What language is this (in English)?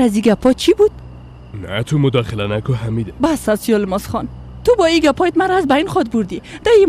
Persian